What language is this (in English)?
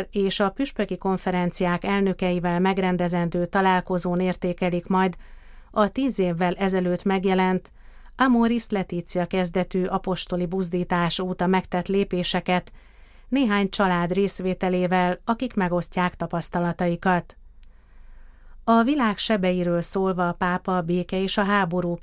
Hungarian